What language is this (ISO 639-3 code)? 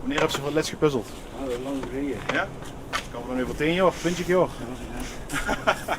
lim